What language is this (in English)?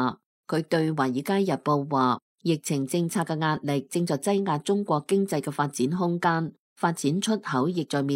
Cantonese